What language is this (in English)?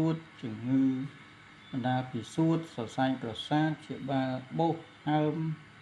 Khmer